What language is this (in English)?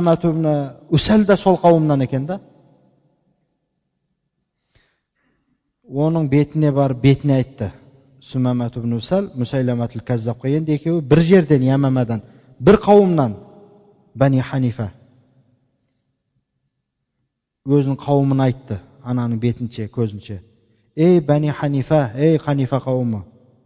Kazakh